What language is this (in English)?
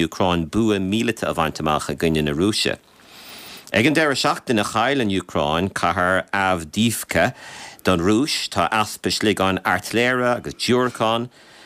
Irish